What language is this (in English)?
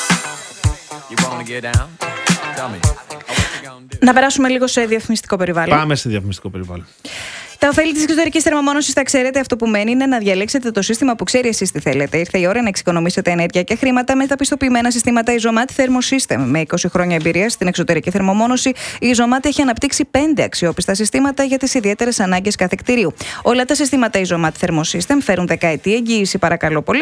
Greek